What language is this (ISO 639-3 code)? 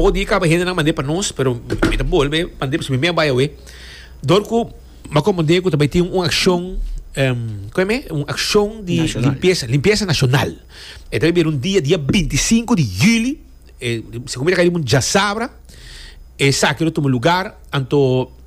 pap